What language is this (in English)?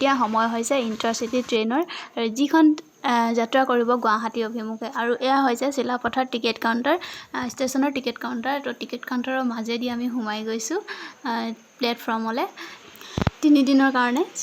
Assamese